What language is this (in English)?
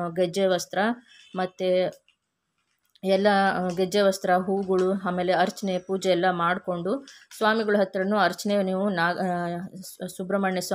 Kannada